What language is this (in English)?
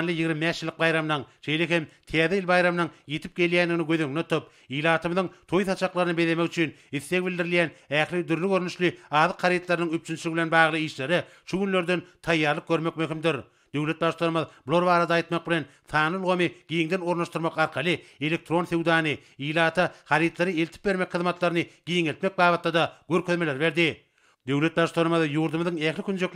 Turkmen